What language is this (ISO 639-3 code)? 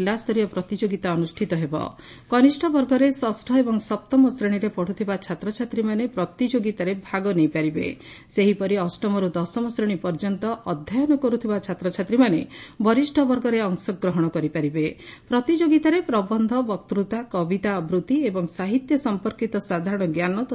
ori